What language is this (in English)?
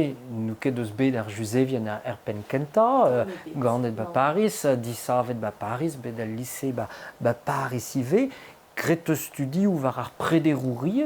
Breton